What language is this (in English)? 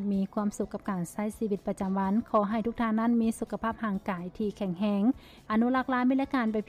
Lao